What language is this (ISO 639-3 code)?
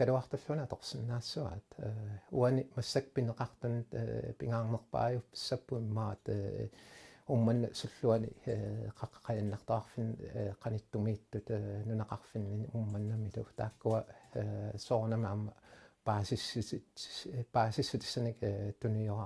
kal